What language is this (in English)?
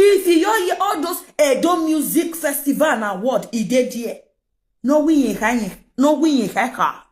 Nigerian Pidgin